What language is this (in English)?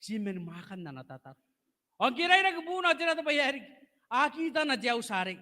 Gilbertese